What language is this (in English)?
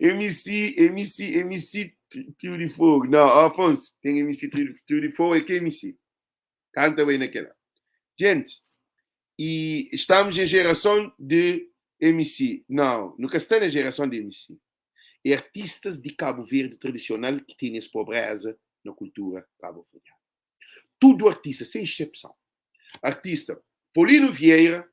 Kabuverdianu